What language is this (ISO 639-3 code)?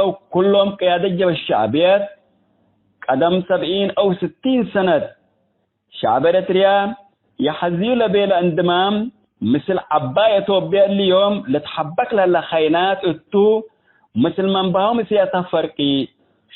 tig